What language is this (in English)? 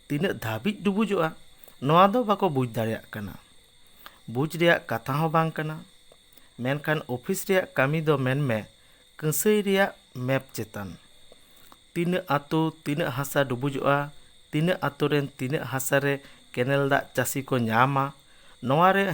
Santali